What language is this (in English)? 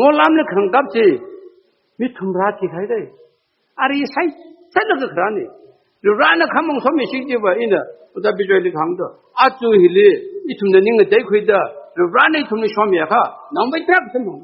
Tangkhul Naga (India)